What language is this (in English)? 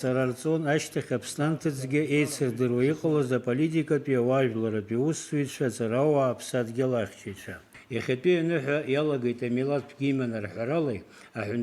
Abkhazian